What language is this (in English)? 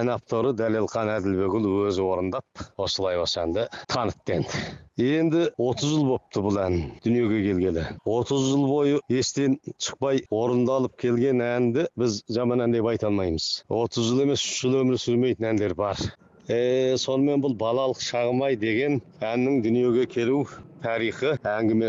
Kazakh